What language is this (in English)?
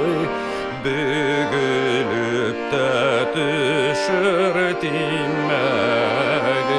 Bashkir